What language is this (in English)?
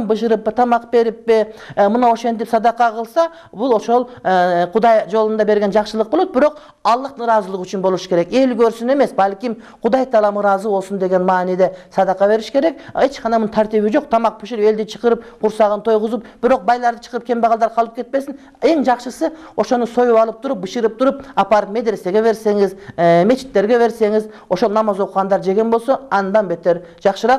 Kyrgyz